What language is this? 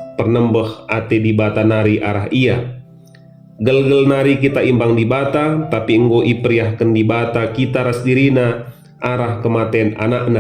Batak Karo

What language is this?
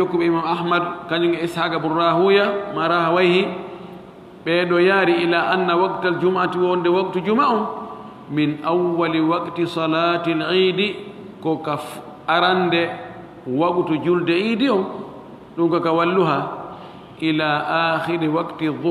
Fula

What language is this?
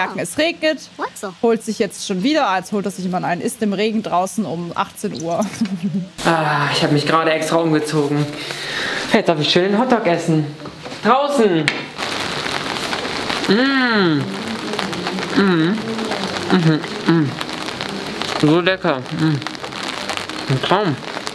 German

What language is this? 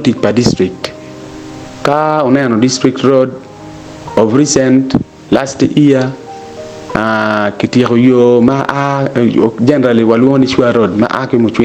Acoli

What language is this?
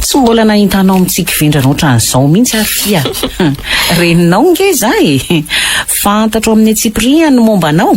Malagasy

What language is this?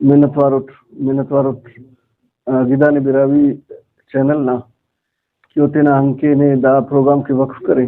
Brahui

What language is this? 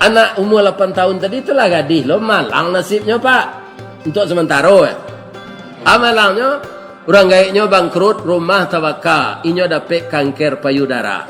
Minangkabau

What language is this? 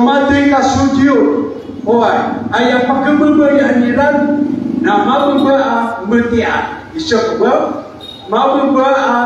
Maranao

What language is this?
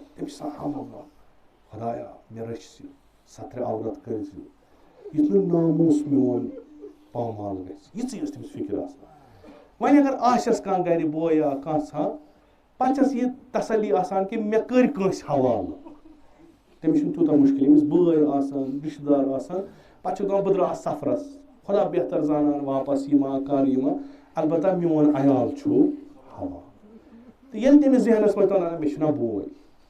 Kashmiri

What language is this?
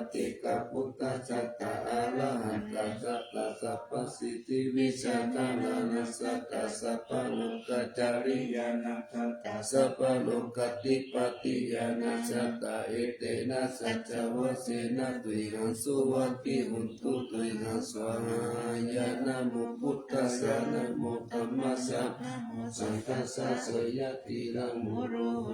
Pali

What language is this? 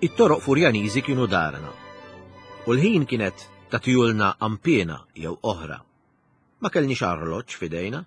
Maltese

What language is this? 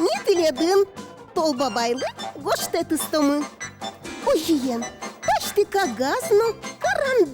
Udmurt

